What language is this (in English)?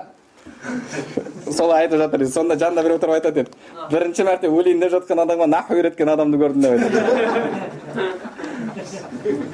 Kazakh